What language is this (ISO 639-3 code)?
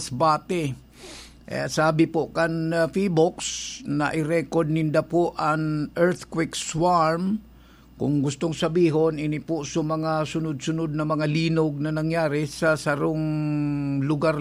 bik